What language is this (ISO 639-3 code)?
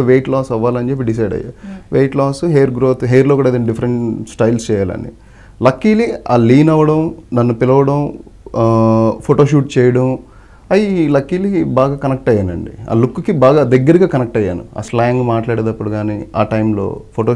tel